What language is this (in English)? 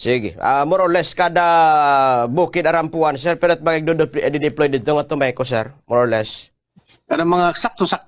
Waray